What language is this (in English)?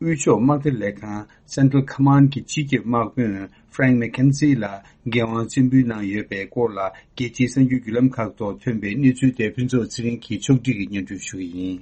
Tibetan